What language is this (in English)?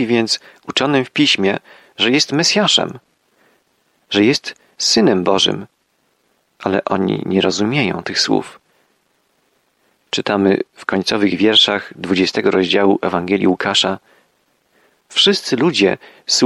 Polish